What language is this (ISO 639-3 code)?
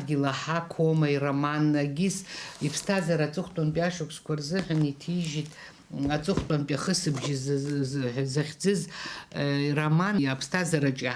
abk